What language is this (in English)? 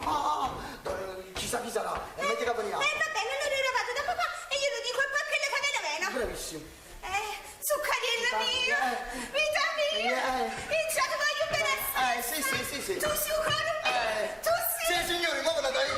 Neapolitan